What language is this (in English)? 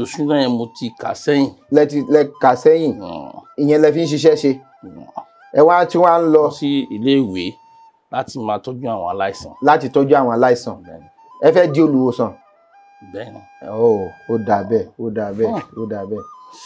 Yoruba